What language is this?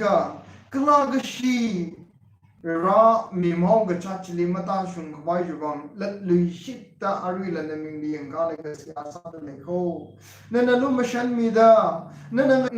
Tangkhul Naga (India)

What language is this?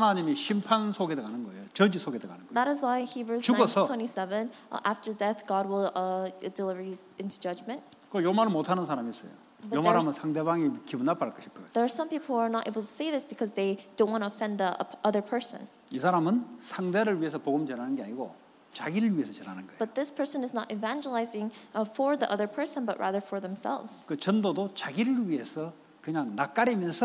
Korean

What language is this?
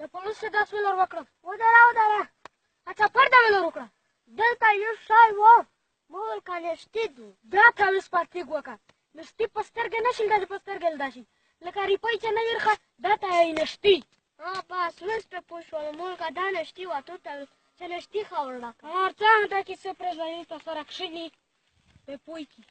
Pashto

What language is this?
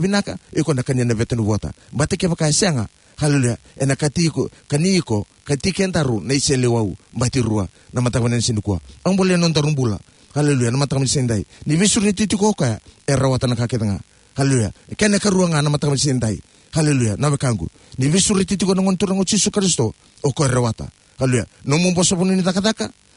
Fijian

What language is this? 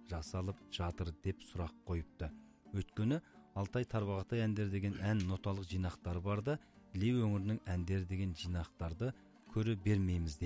Kazakh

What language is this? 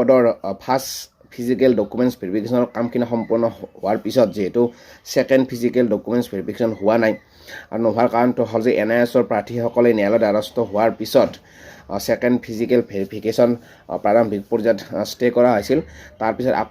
Assamese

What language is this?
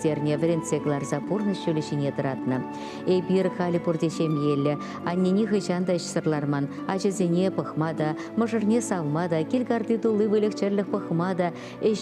Chuvash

